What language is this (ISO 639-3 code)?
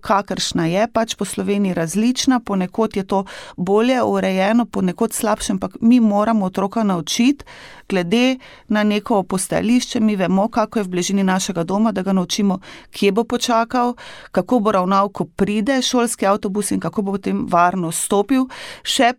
slv